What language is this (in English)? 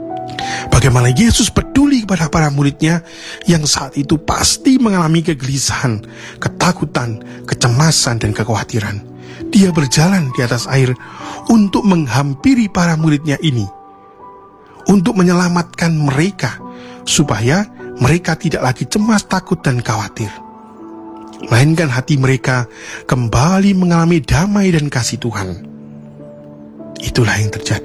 Indonesian